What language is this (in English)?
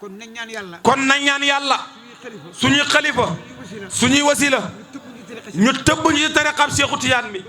Wolof